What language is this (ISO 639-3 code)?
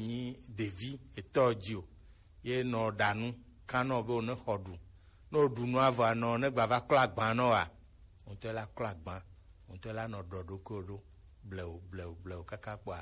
gej